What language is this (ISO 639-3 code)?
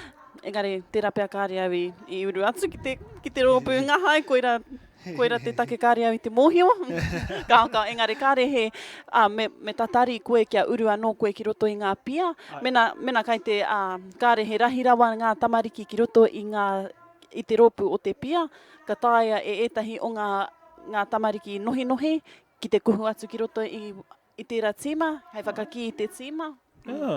mri